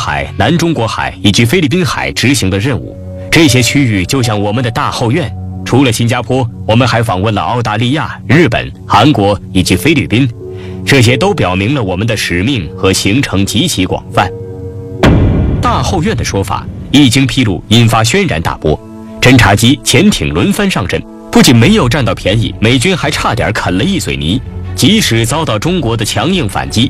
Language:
Chinese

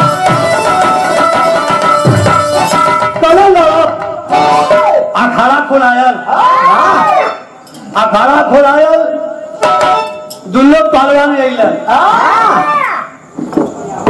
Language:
Bhojpuri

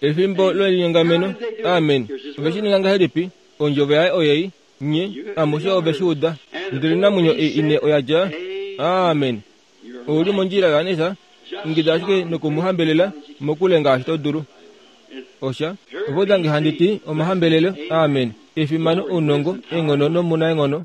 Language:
Kuanyama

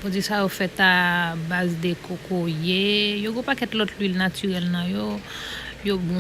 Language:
Haitian Creole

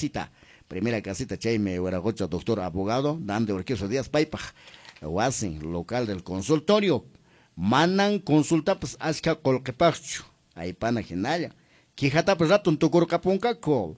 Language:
Quechua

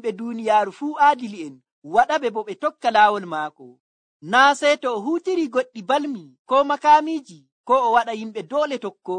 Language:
Nigerian Fulfulde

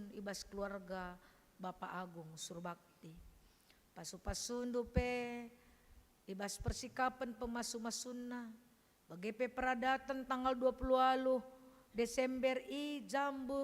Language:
Batak Karo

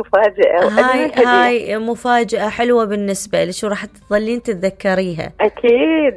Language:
Mesopotamian Arabic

